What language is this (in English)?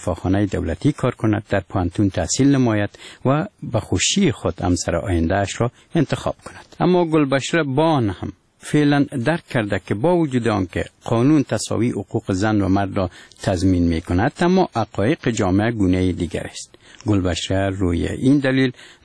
Persian